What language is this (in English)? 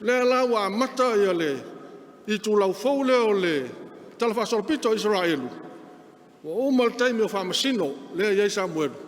Samoan